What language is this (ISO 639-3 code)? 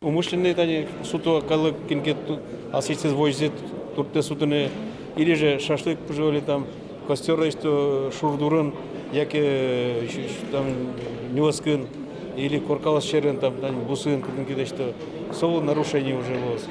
udm